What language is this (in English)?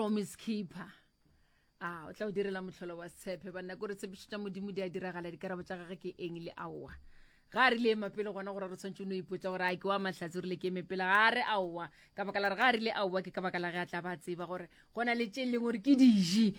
Northern Sotho